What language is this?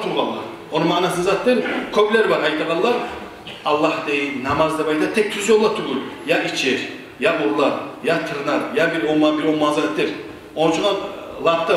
Kumyk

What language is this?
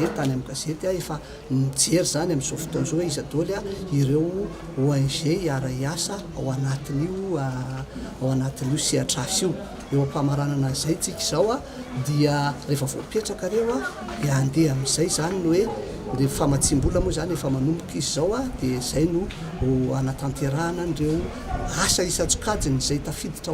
Malagasy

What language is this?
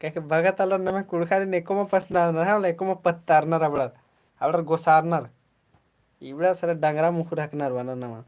Kurukh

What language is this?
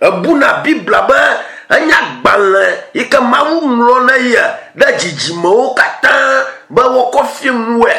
Ewe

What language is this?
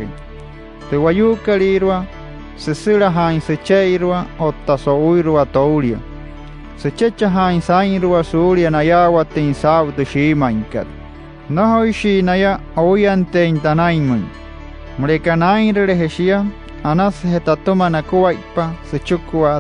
Wayuu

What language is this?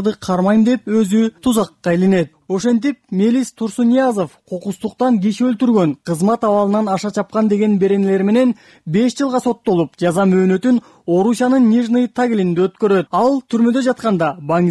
Kyrgyz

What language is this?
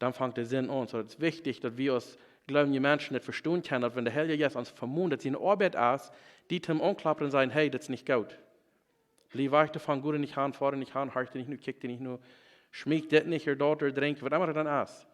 Plautdietsch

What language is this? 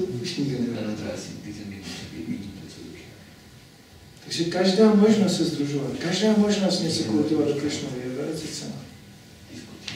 Czech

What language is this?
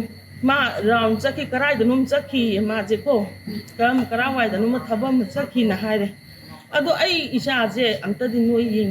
Manipuri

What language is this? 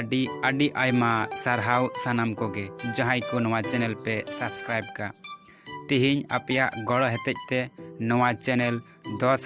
Santali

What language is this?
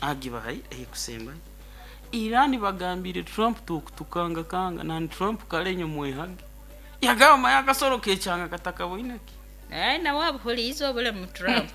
Nyankole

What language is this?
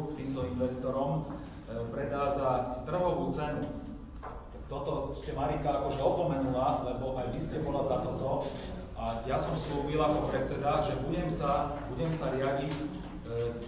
Slovak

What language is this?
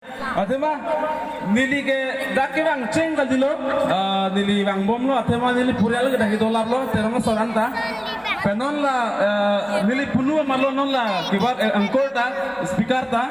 Karbi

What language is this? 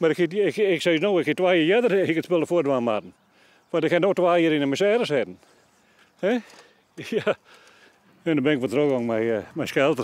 Western Frisian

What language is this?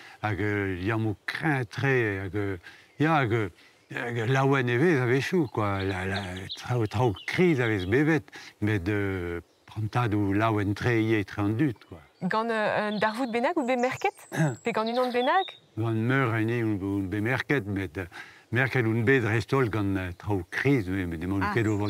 Breton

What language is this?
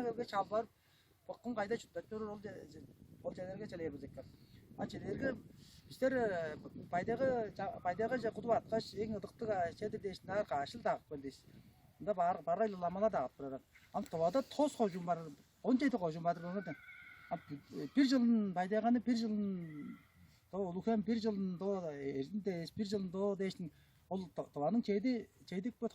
Tuvinian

